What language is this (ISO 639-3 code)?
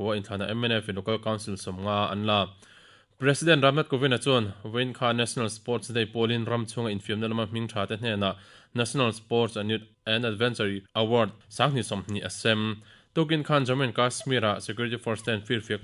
lus